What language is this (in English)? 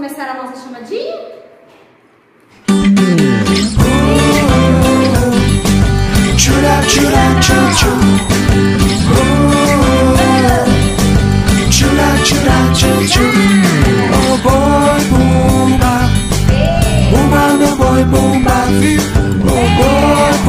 Portuguese